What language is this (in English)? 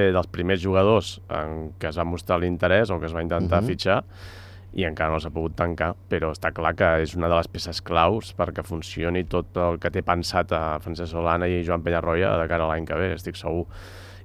Catalan